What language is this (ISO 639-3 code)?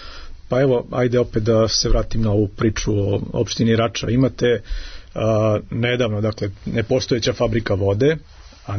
srp